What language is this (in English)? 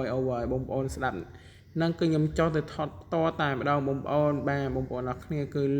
Khmer